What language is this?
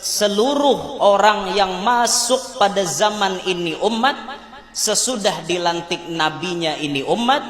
Banjar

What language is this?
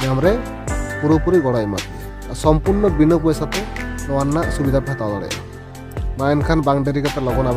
Santali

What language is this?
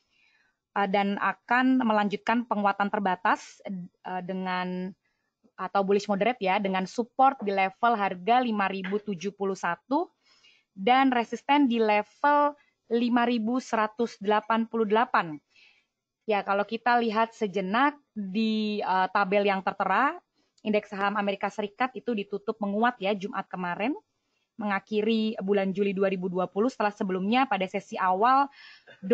Indonesian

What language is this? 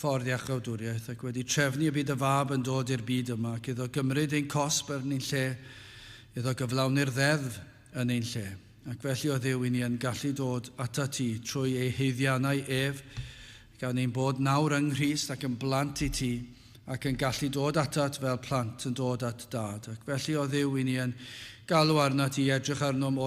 Welsh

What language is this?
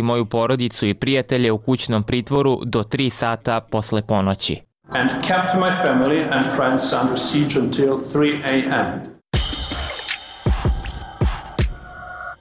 Serbian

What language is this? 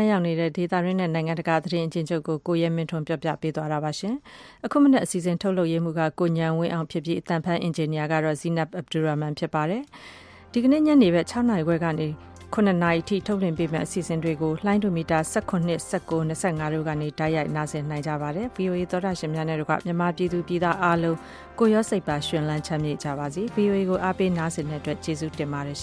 Burmese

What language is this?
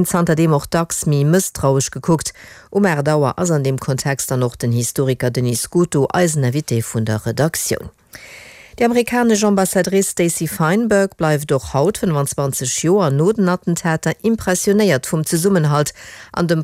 Luxembourgish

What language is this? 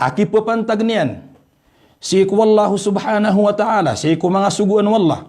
Maranao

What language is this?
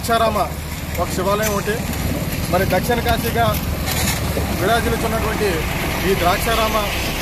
Telugu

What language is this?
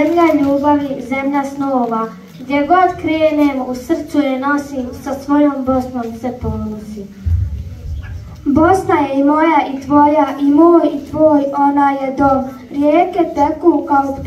Bosnian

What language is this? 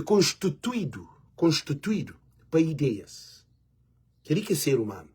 Kabuverdianu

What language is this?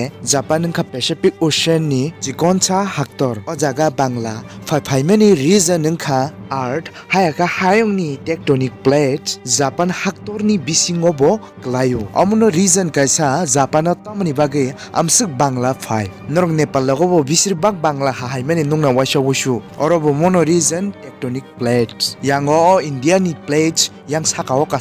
Kok Borok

